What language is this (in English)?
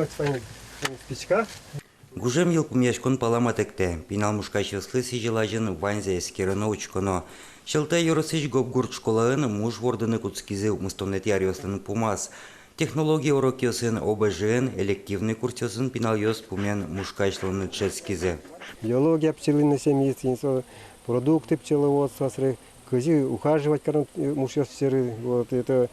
Udmurt